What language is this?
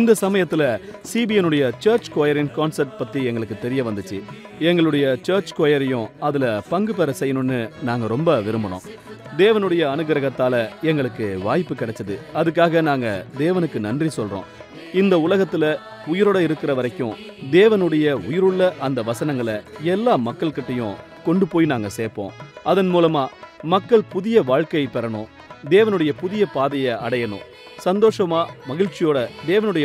Tamil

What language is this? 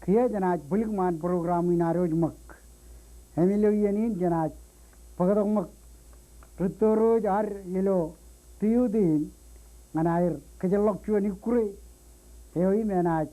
Marshallese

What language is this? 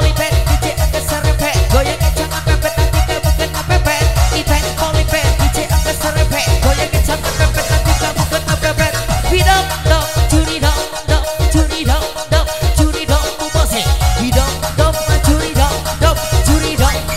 Indonesian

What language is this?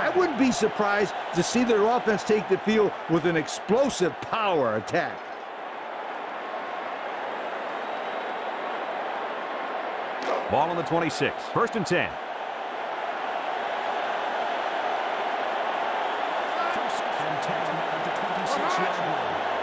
English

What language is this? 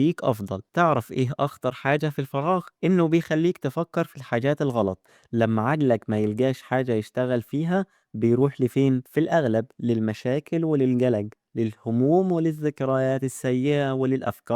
Egyptian Arabic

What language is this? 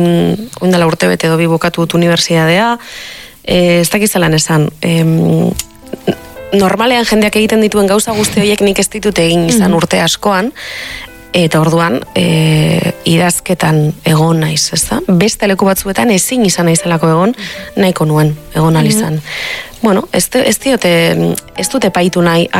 Basque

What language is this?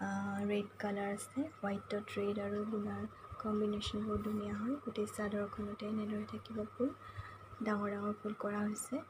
Assamese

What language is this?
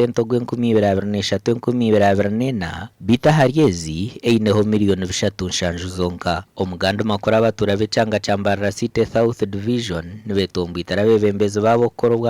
Nyankole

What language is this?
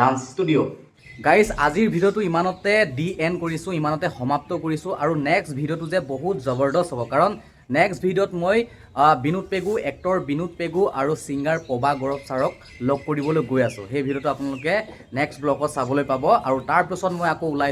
Assamese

